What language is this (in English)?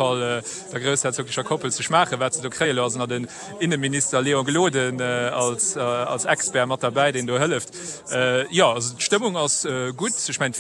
Luxembourgish